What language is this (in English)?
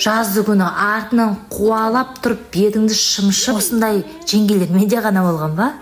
Kazakh